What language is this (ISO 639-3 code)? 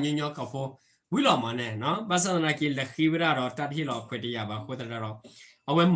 ksw